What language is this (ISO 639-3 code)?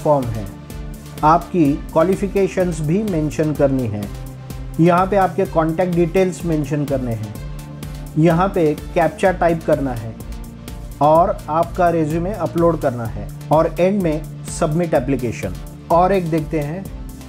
hin